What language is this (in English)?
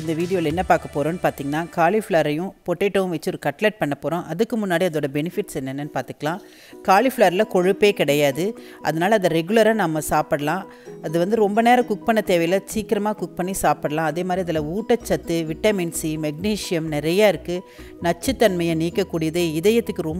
Tamil